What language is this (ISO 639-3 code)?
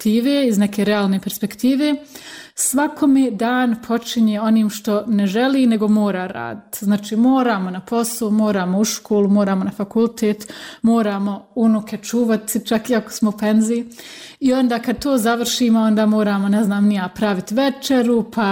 bos